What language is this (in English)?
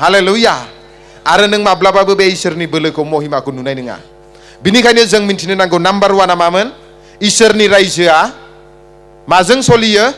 Bodo